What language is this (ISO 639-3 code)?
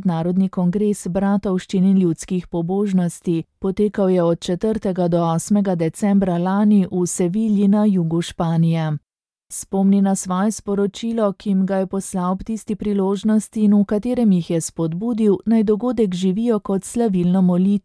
slv